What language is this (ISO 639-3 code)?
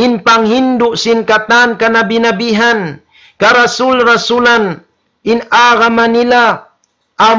tsg